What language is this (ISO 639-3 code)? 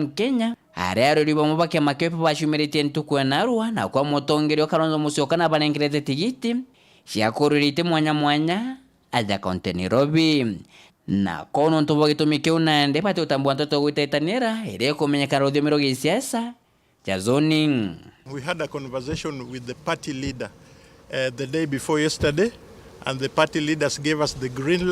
mer